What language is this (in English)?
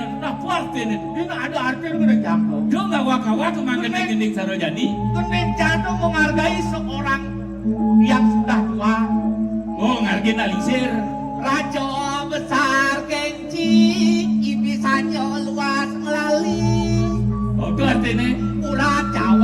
Balinese